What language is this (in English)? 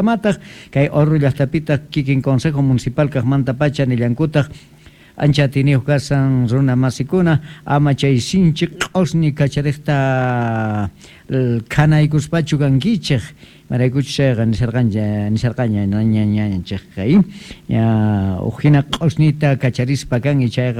South Bolivian Quechua